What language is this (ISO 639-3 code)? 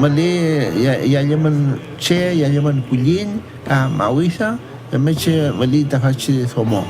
arn